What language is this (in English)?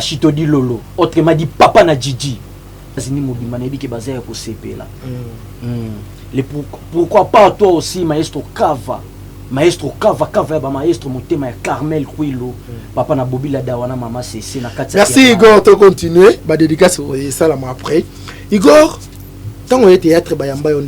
Lingala